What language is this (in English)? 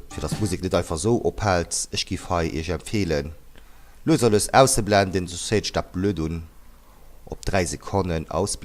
Luxembourgish